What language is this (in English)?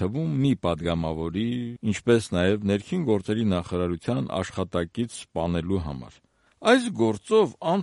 Armenian